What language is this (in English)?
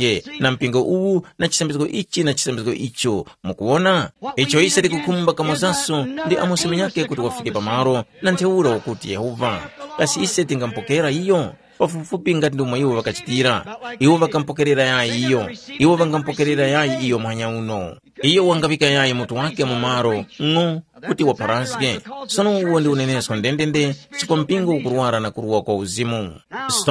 Tumbuka